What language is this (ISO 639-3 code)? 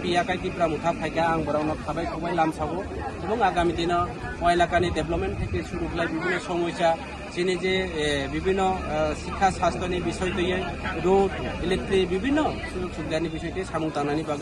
trp